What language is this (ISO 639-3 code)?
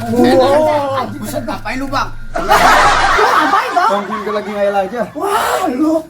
bew